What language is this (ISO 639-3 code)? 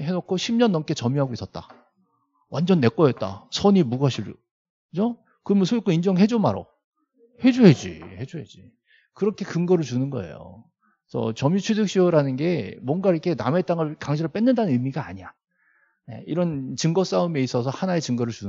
kor